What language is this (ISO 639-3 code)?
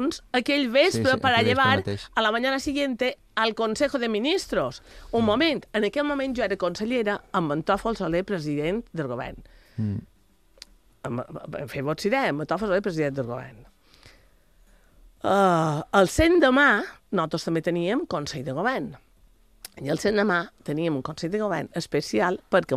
cat